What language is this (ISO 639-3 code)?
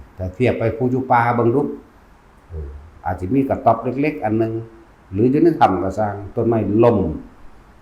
lao